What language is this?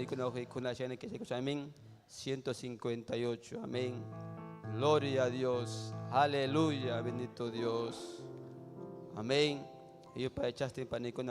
Ayacucho Quechua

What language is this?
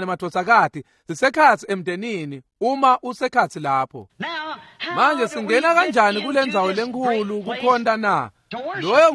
Swati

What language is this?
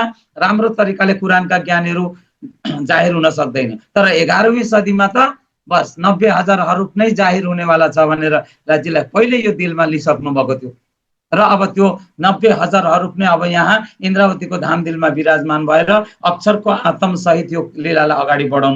Nepali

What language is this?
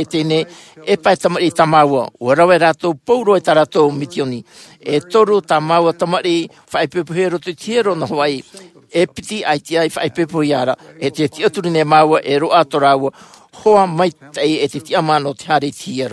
Tahitian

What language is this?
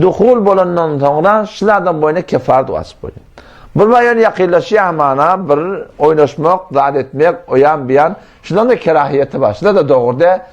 Turkmen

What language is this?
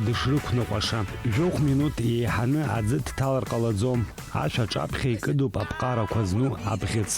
Abkhazian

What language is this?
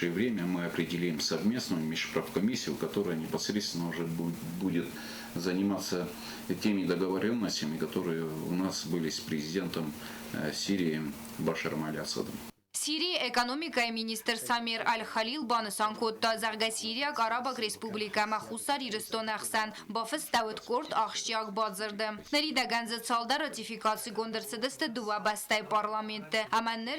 Ossetic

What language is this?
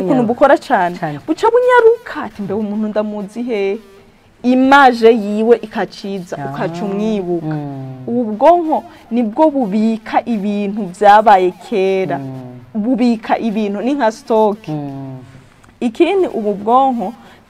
Rundi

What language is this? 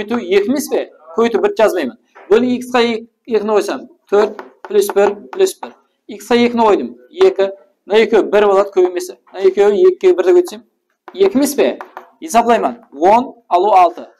Kara-Kalpak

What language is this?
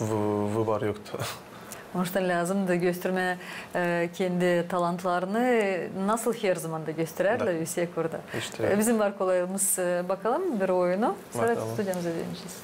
Gagauz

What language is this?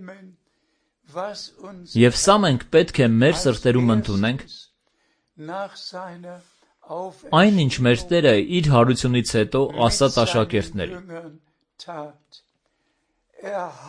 Armenian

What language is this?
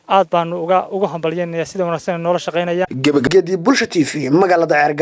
Somali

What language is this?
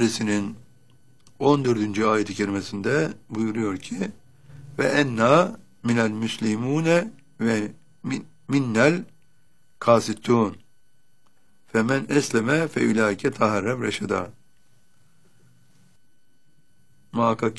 Turkish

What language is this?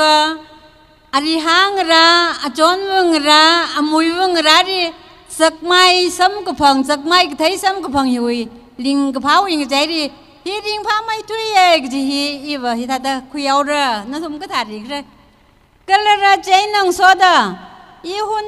Tangkhul Naga (India)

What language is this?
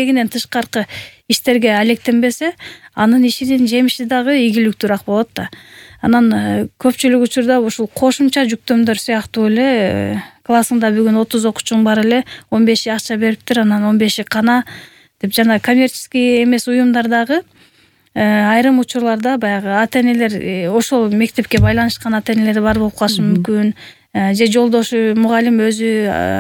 Kyrgyz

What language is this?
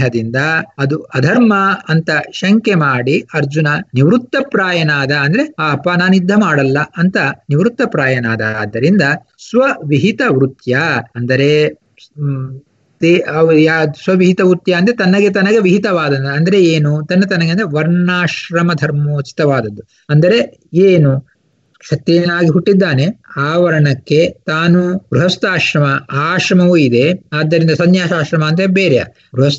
Kannada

